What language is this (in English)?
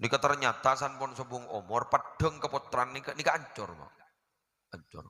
Madurese